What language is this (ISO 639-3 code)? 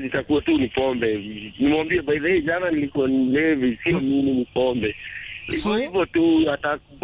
swa